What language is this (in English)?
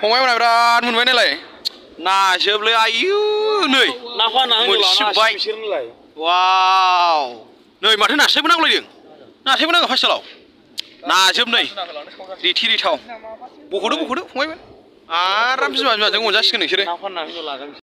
Bodo